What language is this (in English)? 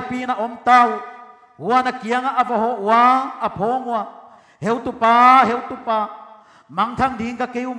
Paite Chin